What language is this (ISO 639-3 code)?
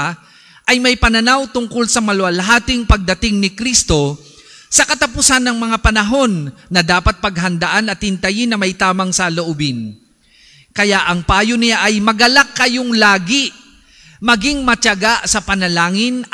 fil